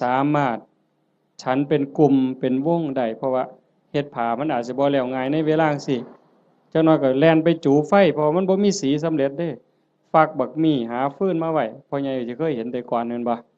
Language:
Northeastern Thai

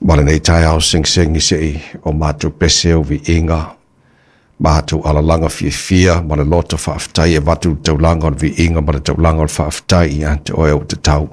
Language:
Samoan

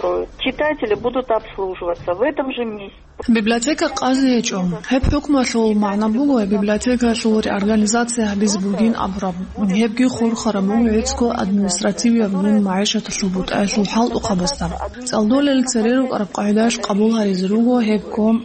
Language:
Avaric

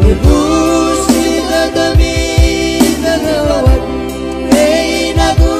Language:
Nias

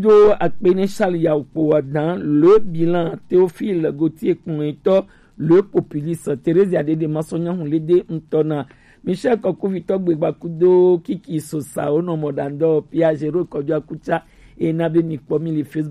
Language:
Gen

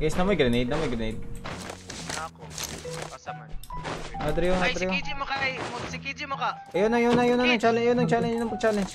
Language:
Cebuano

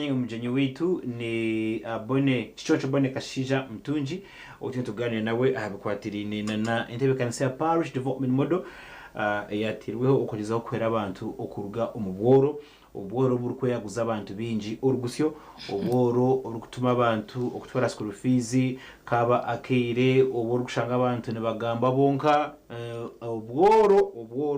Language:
Nyankole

